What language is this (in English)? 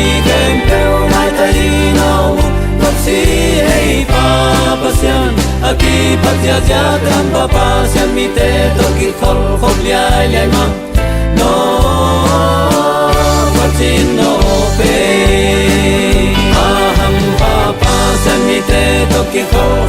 Tedim Chin